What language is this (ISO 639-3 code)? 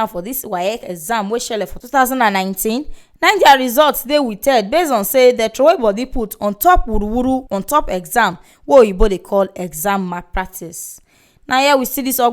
pcm